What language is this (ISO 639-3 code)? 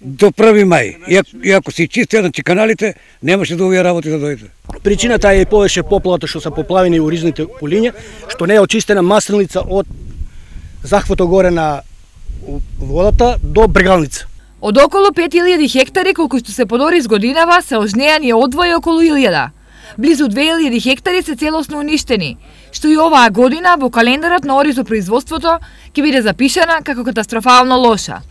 mkd